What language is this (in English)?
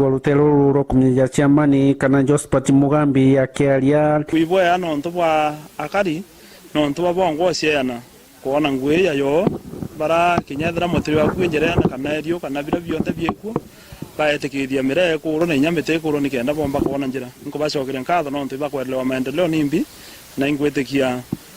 Meru